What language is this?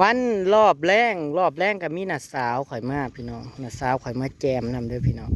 Northeastern Thai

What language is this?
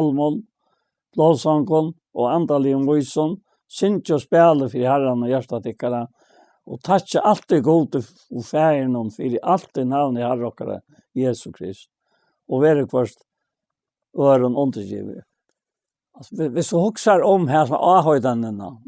Faroese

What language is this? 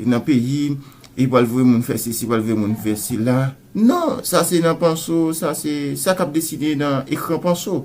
Haitian Creole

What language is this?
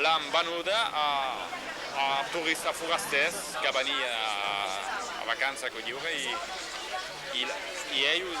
Occitan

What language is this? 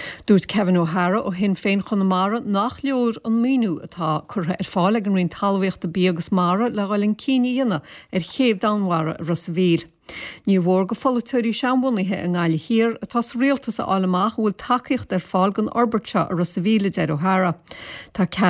Irish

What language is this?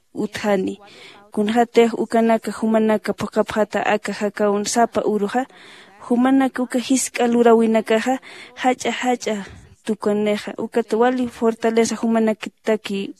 Aymara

